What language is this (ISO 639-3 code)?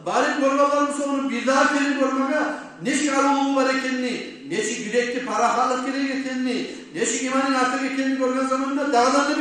kum